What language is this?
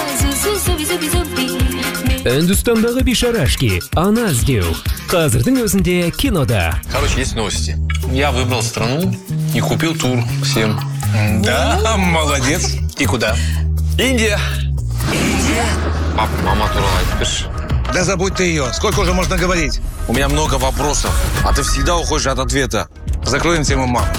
Kazakh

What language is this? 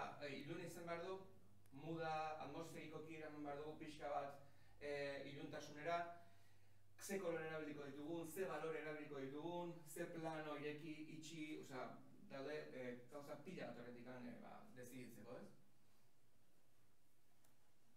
Basque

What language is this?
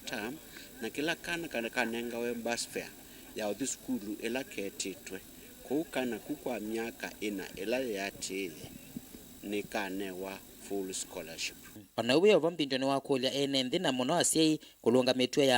Kamba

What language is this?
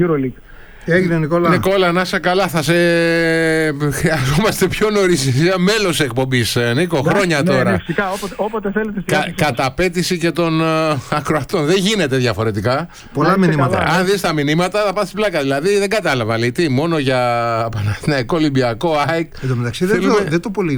Greek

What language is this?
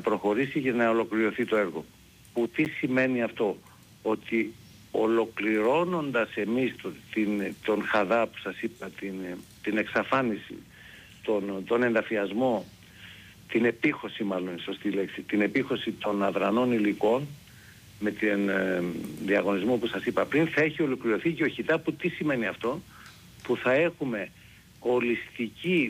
Greek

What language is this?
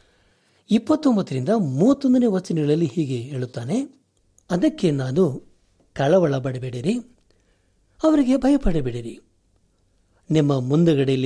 Kannada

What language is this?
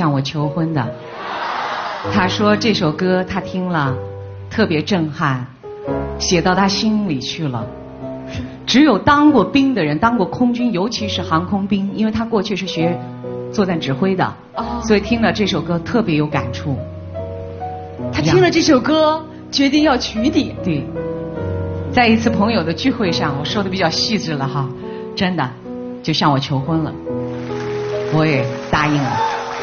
Chinese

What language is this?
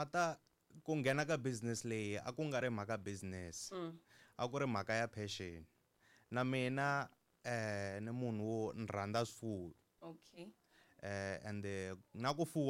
Tsonga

